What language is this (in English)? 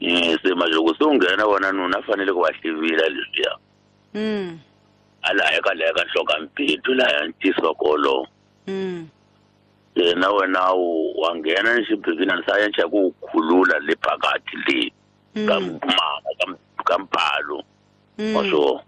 Tsonga